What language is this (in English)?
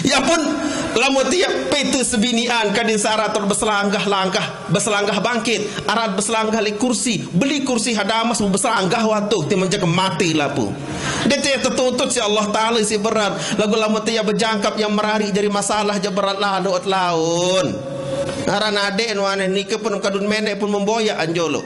Sasak